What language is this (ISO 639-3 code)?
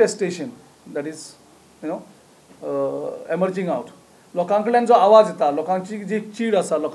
kok